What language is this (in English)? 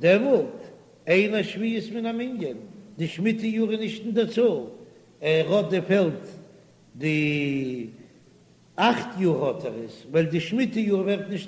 Yiddish